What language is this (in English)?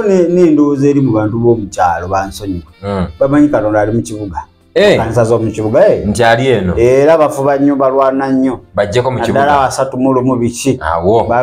Ganda